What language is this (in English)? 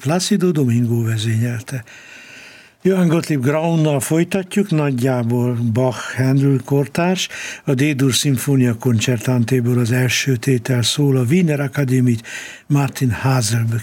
Hungarian